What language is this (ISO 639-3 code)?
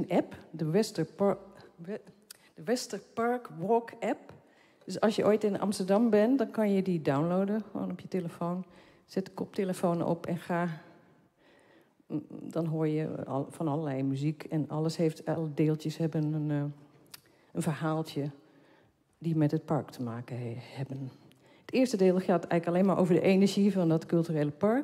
nld